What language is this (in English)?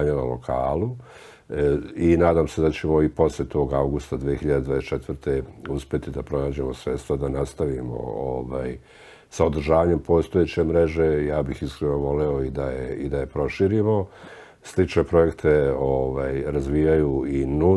Serbian